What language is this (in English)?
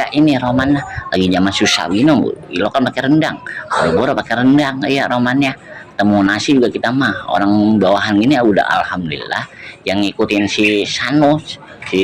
Betawi